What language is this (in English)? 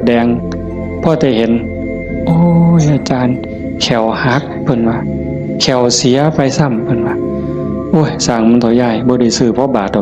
Northeastern Thai